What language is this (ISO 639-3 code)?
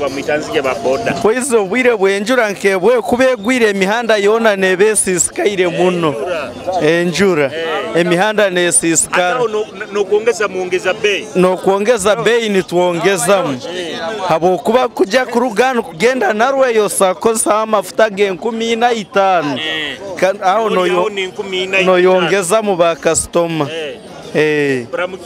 nyo